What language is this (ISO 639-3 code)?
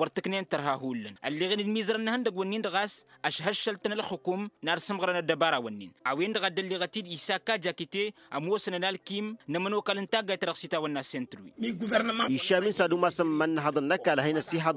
taq